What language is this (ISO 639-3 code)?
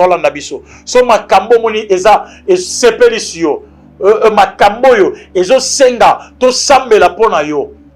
lin